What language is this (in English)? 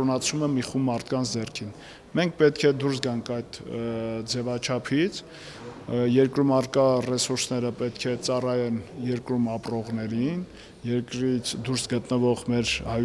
Armenian